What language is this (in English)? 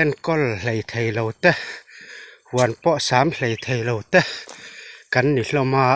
Mizo